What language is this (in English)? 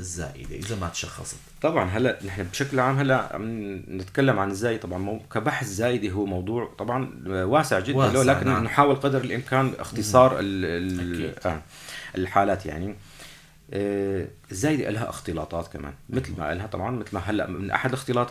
North Levantine Arabic